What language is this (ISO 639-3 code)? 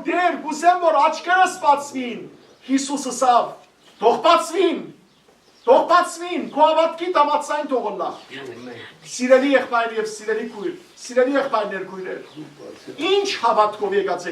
hyw